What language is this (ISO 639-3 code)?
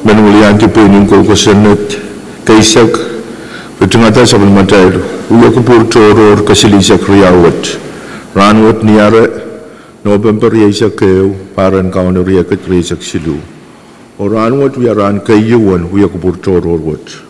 pon